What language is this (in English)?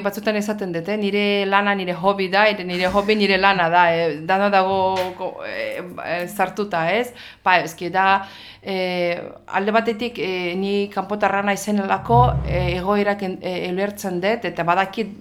Basque